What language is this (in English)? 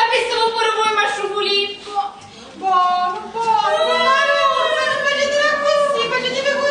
Sicilian